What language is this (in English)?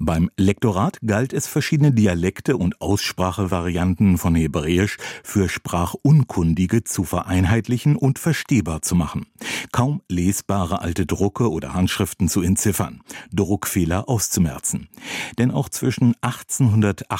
German